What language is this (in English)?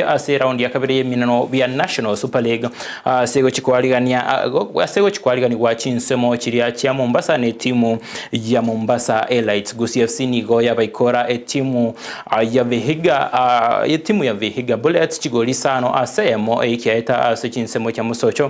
Gusii